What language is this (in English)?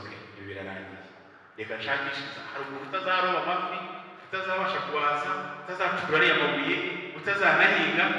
Kinyarwanda